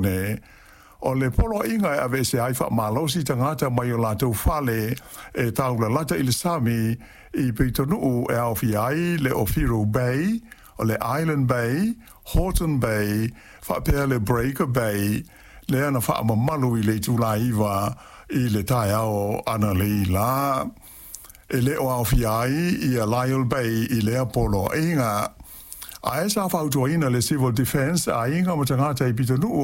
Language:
Samoan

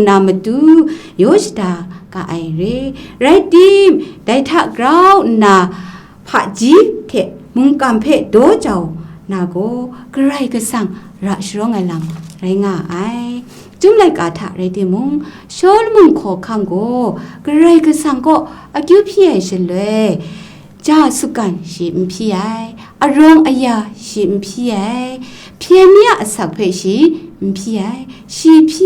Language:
Kachin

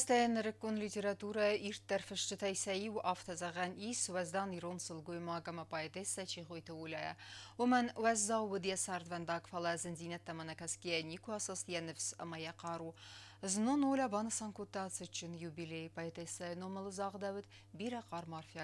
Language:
Ossetic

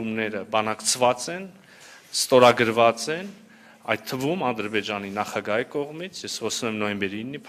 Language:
Armenian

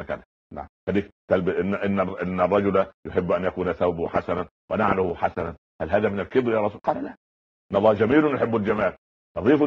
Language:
Arabic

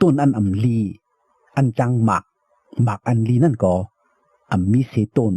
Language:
Shan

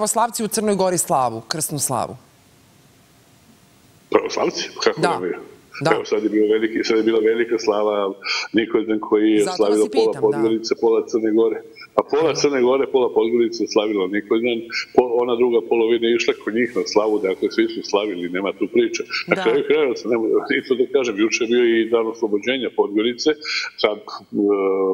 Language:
Serbian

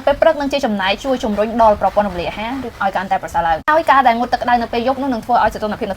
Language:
Khmer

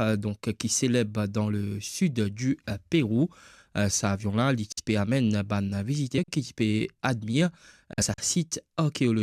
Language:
Morisyen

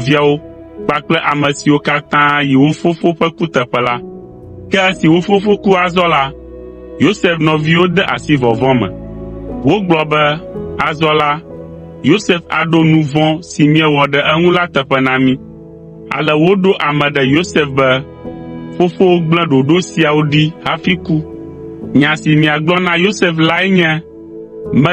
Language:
Ewe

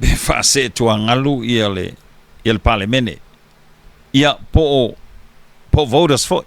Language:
Samoan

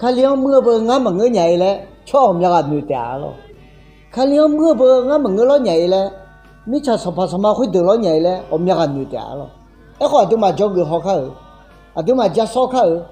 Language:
Akha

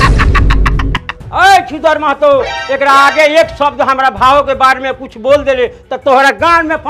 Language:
Bhojpuri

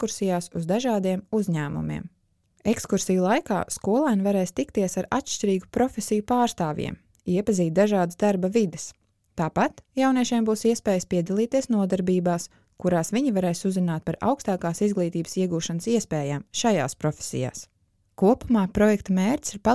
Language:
Latvian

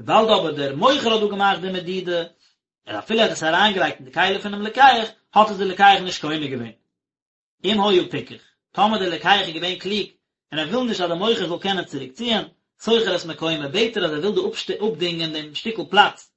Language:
Yiddish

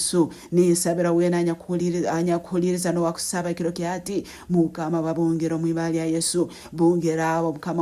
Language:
Nyankole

